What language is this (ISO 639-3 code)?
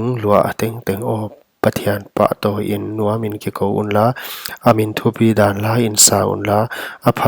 pck